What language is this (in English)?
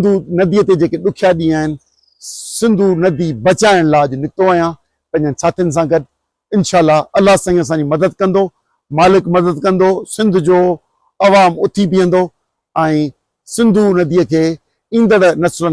Sindhi